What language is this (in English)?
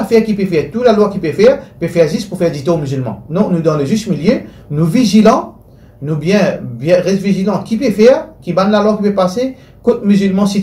Morisyen